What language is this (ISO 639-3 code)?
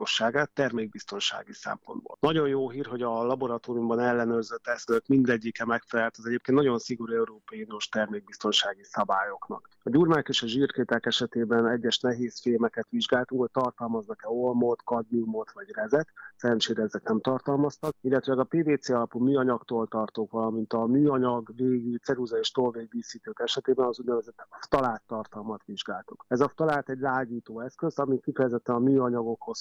hun